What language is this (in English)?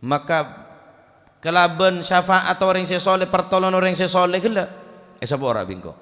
Madurese